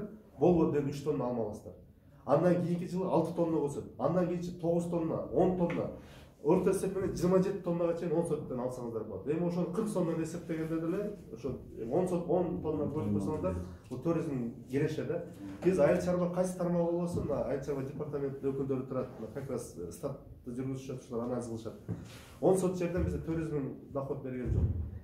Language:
Kyrgyz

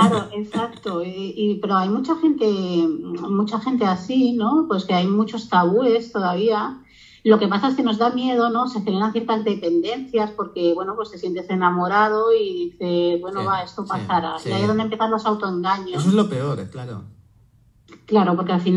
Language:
Spanish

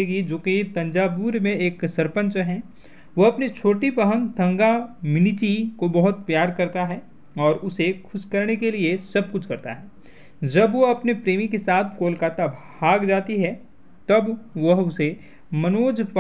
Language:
Hindi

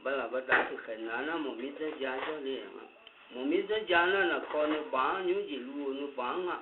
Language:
Akha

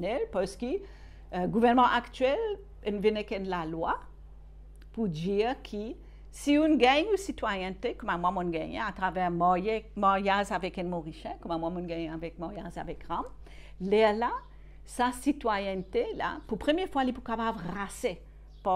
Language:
Morisyen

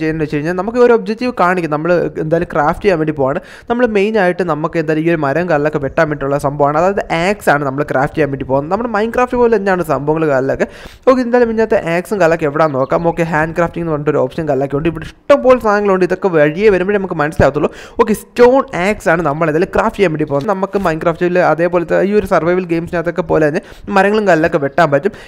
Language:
Malayalam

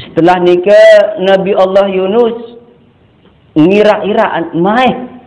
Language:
Sasak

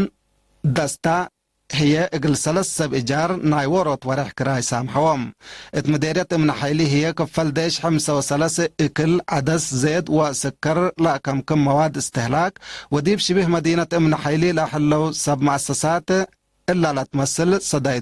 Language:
Tigre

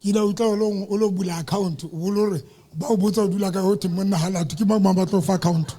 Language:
Southern Sotho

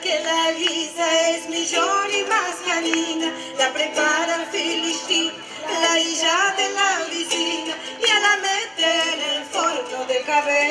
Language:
Ladino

